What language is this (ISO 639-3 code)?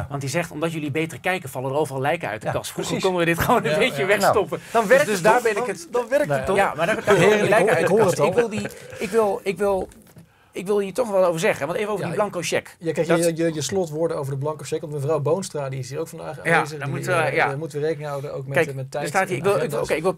nld